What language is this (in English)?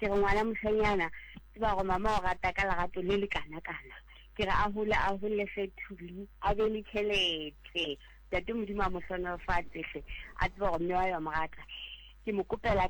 Southern Sotho